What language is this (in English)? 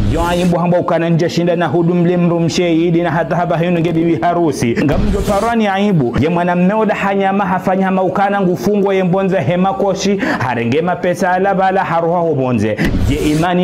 Ngazidja Comorian